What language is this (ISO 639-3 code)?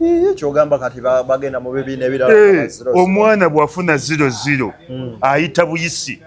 lug